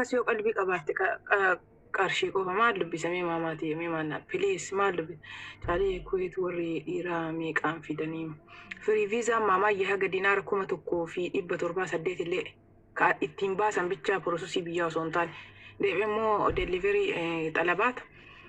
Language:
Oromo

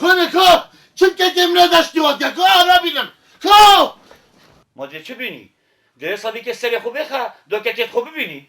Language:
Kurdish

